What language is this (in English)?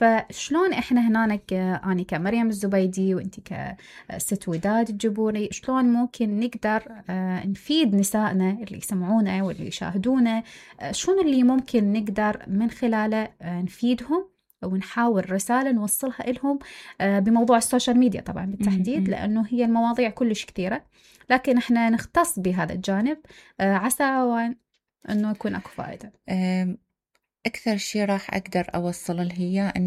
Mesopotamian Arabic